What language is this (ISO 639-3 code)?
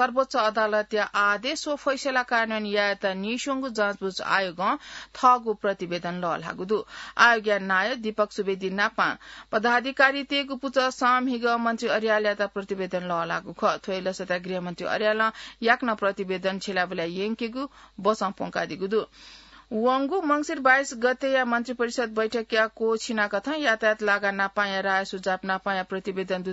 new